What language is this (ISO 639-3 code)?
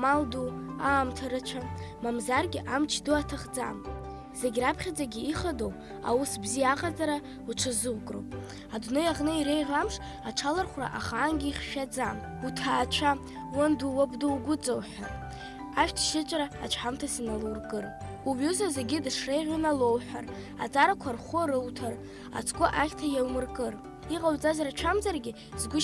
abk